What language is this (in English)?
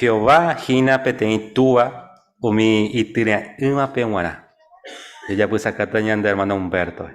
Guarani